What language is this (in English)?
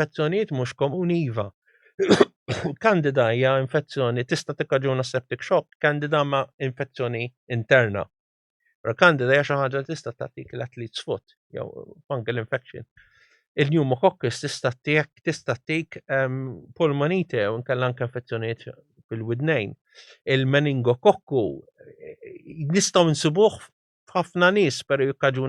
Maltese